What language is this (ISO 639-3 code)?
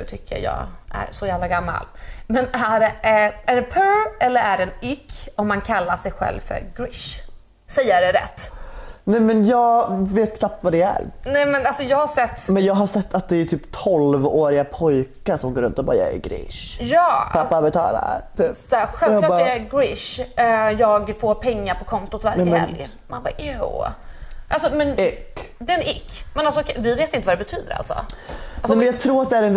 swe